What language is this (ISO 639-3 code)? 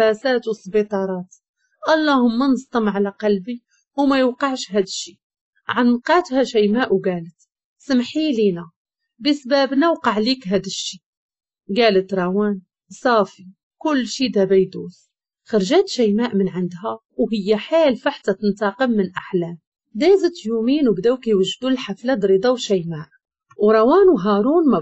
ary